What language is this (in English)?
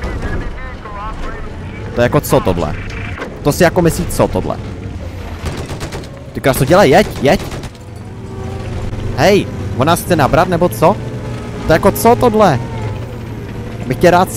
Czech